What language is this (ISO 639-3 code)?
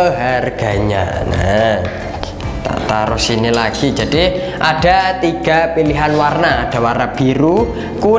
ind